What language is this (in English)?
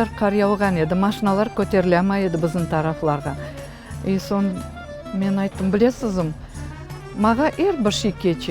Crimean Tatar